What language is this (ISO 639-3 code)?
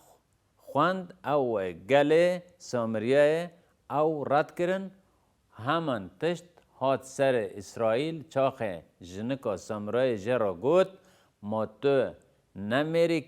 kur